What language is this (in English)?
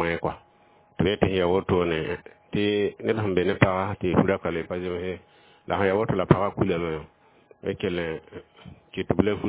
Mossi